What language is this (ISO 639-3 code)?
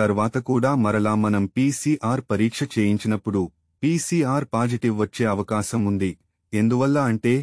tel